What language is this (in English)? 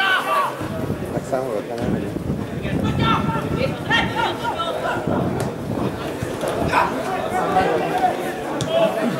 Hungarian